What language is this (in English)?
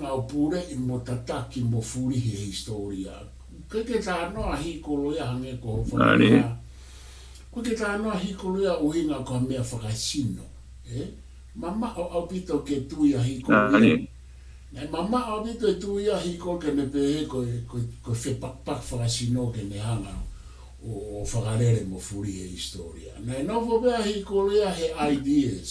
Tongan